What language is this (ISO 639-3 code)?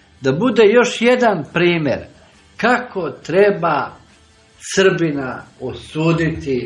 srp